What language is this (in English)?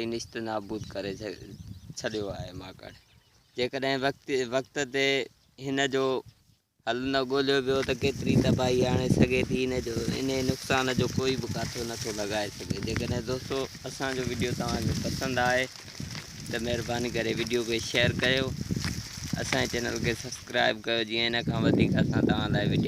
Sindhi